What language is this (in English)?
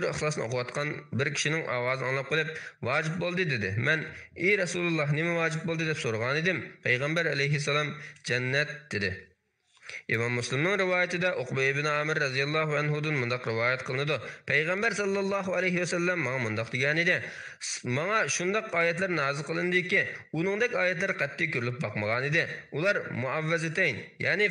Uyghur